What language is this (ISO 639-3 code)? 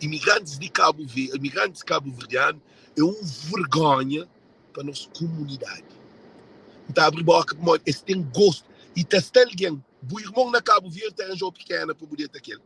kea